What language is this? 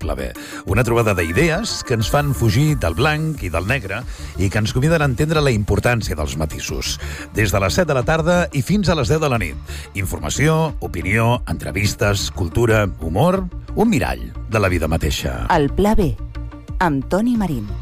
Catalan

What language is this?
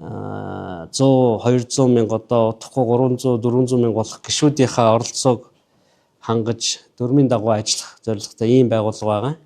Mongolian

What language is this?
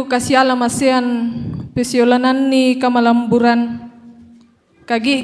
Toraja-Sa'dan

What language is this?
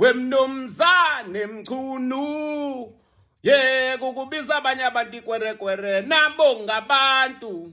Zulu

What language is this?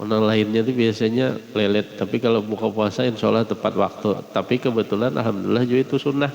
Banjar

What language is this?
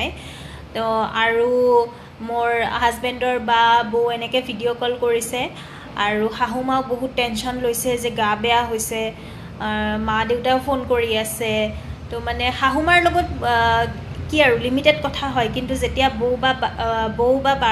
Assamese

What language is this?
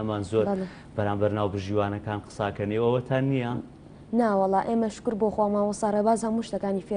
Central Kurdish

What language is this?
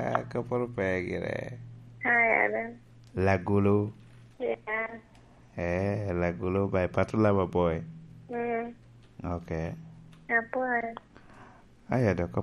Lango (Uganda)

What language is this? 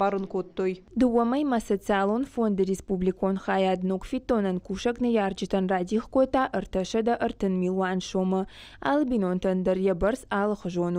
Ossetic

